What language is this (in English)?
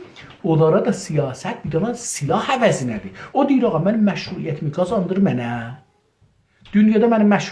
South Azerbaijani